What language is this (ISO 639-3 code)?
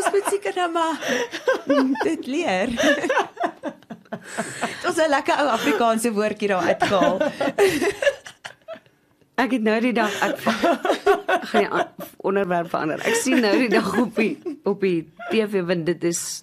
afr